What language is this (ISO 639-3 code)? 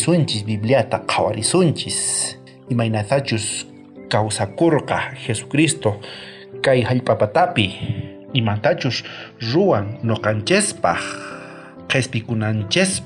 quh